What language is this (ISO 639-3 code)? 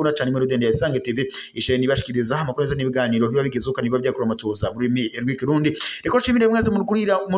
run